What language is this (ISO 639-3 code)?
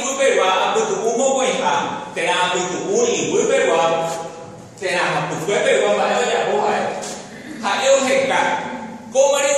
grn